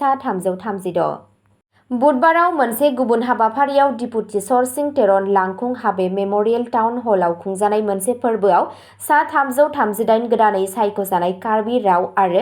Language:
Bodo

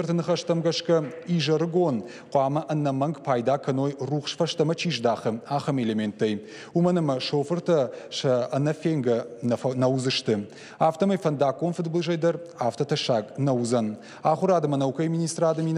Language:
Ossetic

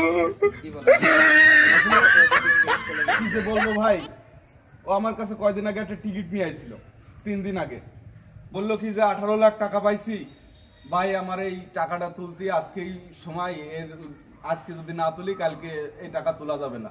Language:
Bangla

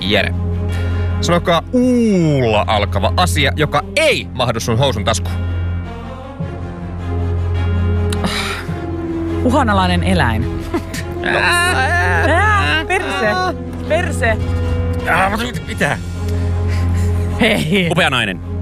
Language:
Finnish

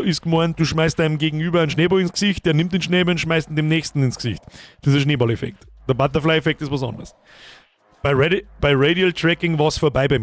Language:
Bavarian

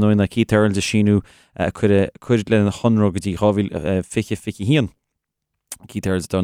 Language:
Irish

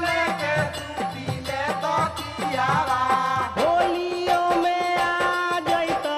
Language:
Bhojpuri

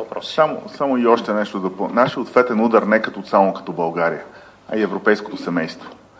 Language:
Bulgarian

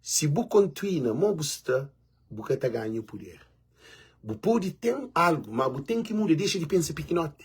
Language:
Kabuverdianu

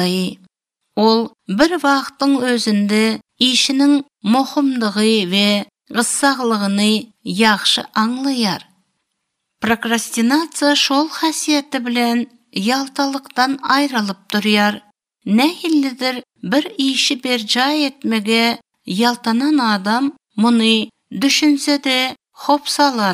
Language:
Turkmen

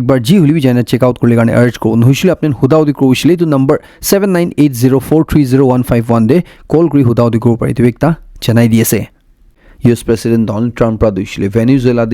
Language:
Naga Pidgin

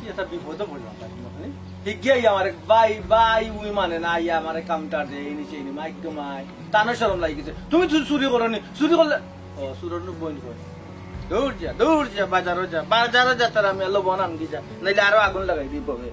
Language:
Sylheti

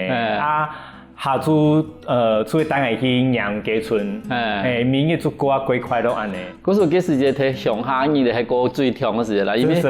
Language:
Hakka Chinese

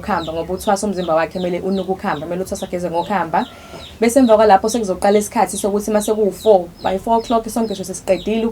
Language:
Zulu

